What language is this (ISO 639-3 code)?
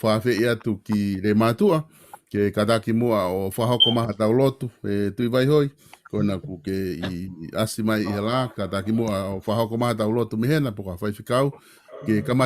ton